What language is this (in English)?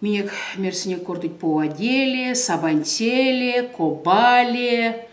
Erzya